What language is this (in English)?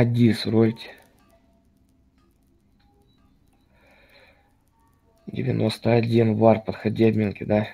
Russian